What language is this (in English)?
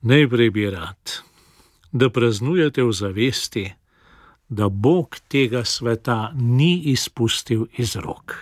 Slovenian